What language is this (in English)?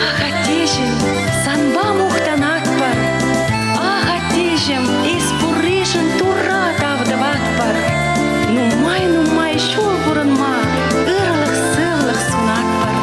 Chuvash